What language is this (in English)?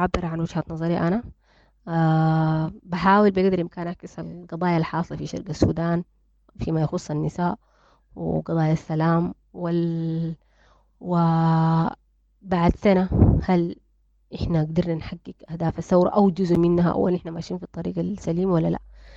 Sudanese Arabic